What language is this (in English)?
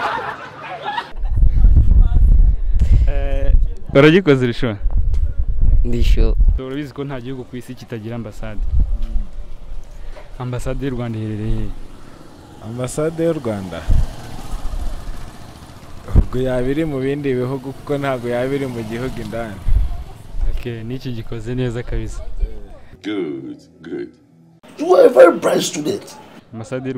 Kinyarwanda